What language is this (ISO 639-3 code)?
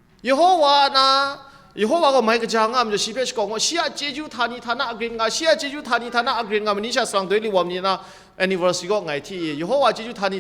kac